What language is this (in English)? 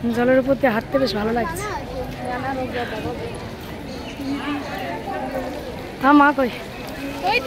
Bangla